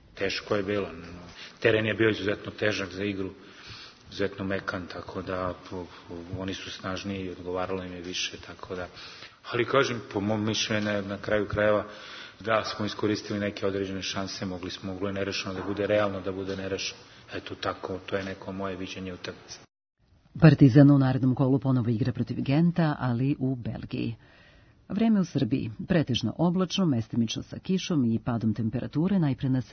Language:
Serbian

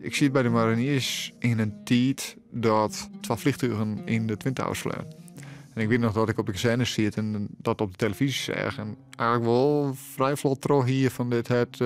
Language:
Western Frisian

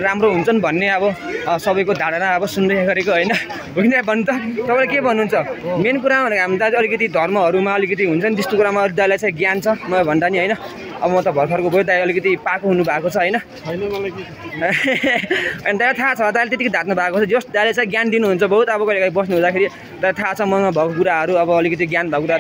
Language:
Nepali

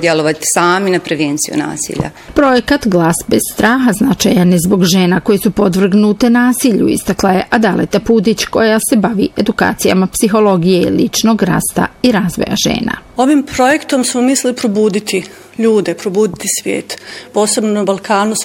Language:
Bosnian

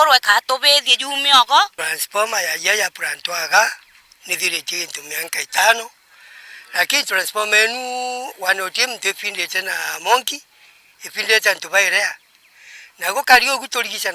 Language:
Meru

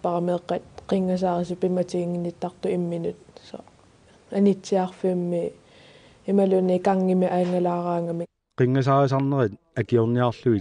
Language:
Kalaallisut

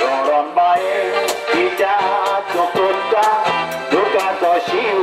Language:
Konkani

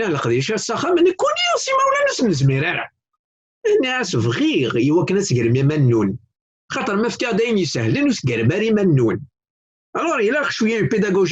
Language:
Kabyle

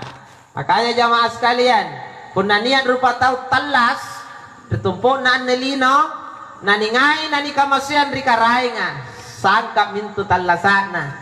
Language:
Makasar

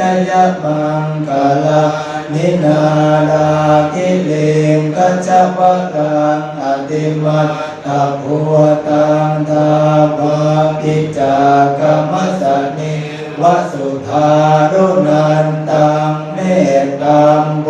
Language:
Pali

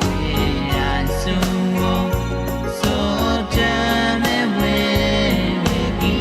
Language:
Pohnpeian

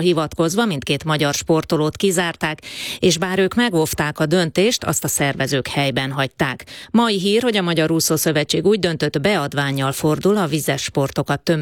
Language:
Hungarian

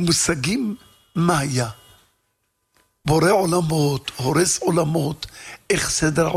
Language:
Hebrew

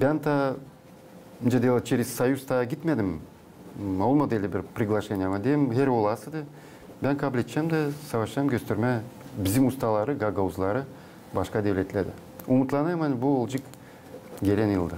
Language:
Gagauz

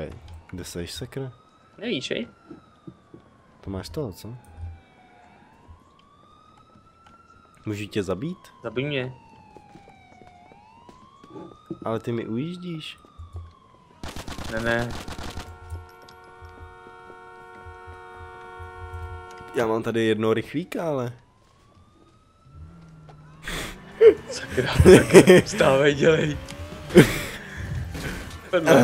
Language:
Czech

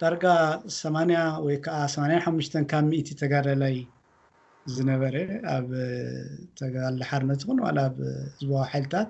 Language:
Tigrinya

